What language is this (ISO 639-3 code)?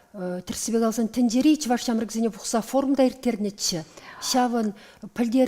chv